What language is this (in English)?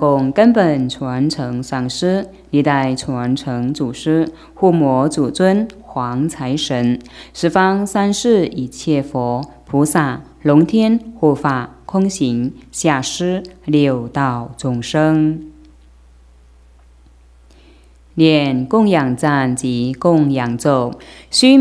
Chinese